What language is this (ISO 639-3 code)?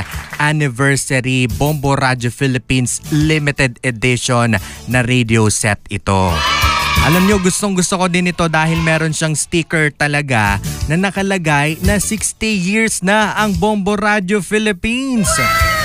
fil